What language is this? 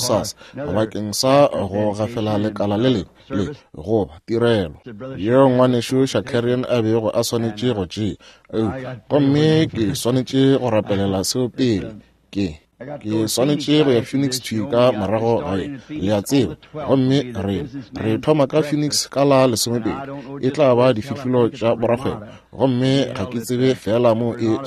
Northern Sotho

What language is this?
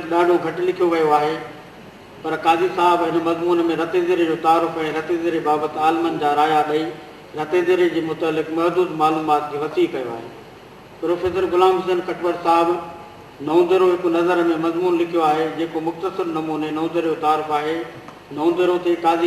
Sindhi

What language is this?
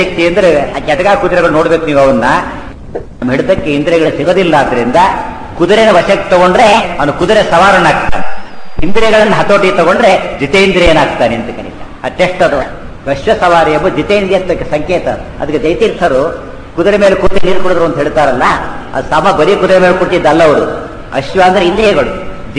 Kannada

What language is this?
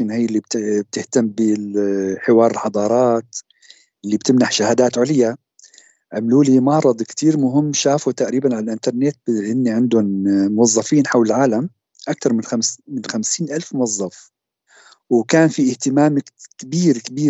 North Levantine Arabic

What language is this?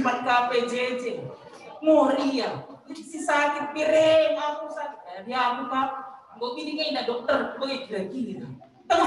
Batak Karo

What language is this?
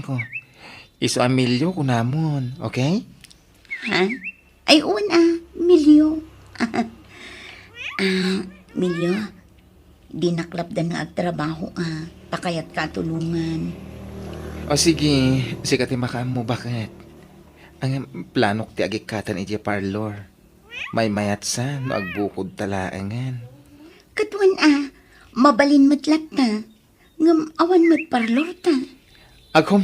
Iloko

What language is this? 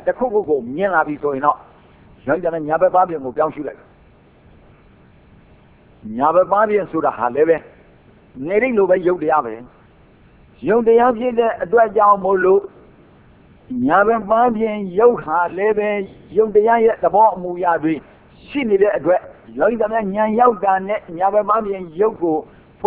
Burmese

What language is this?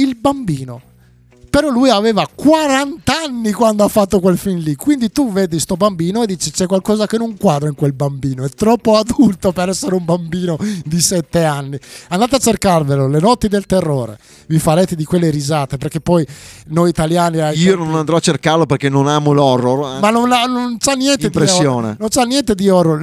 Italian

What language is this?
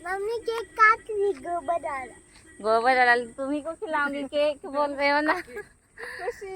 Santali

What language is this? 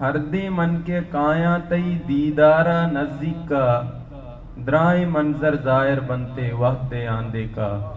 Eastern Balochi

